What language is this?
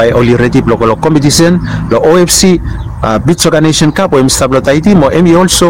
Bislama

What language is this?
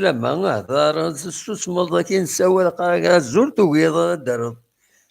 Kabyle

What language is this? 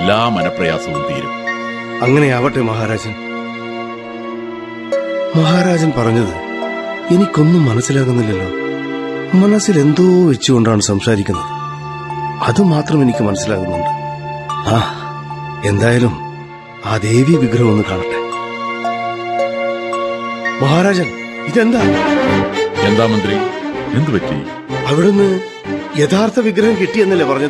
Malayalam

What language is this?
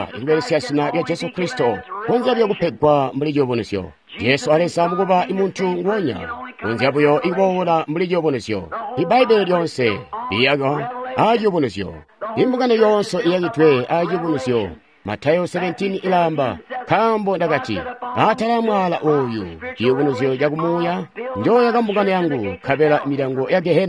Tonga (Zambia)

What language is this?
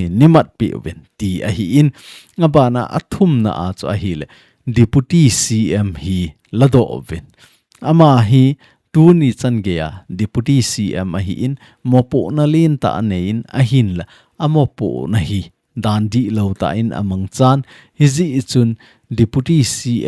Thado Chin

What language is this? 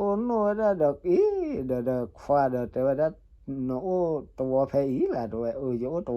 S'gaw Karen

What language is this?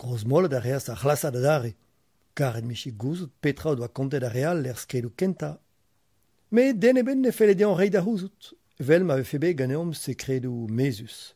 Breton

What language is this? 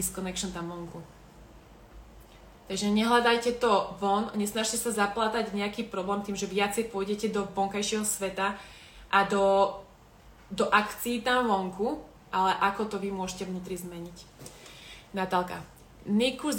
Slovak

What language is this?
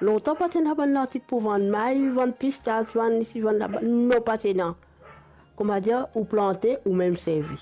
Morisyen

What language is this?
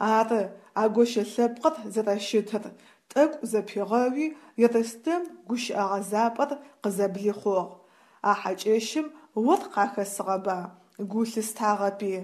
Adyghe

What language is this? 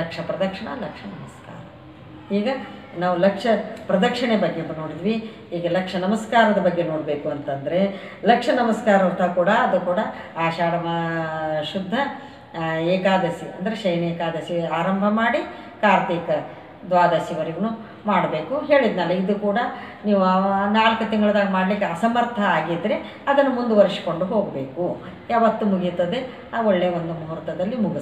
Kannada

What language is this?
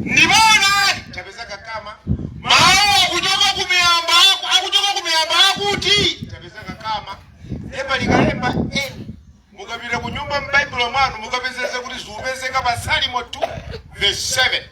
Nyanja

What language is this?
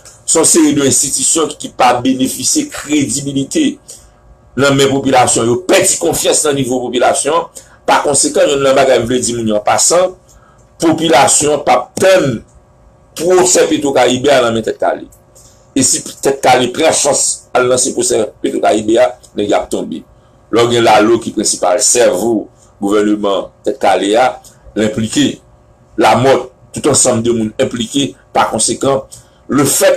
Haitian Creole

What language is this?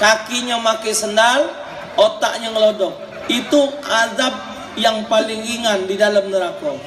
Musi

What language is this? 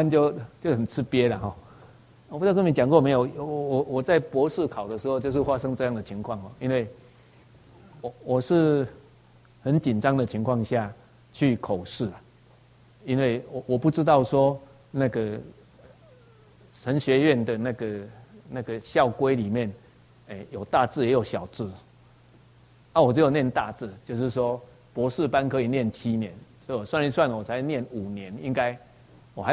Chinese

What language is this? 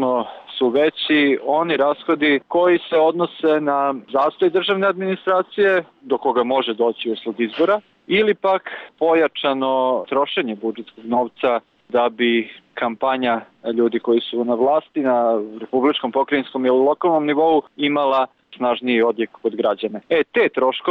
Serbian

